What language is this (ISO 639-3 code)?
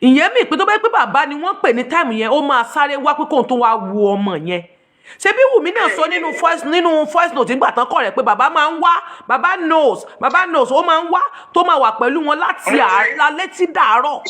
yor